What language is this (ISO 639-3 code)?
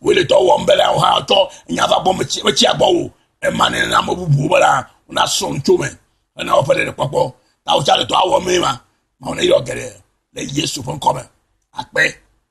ewe